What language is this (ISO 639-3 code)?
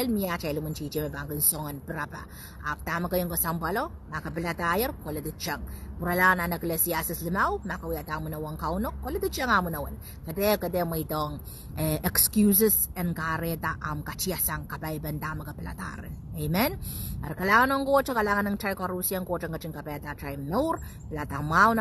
pon